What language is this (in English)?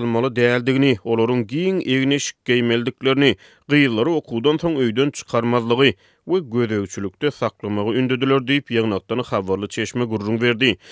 Turkmen